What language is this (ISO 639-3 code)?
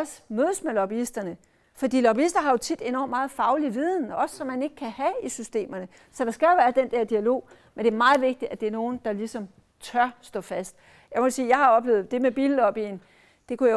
dan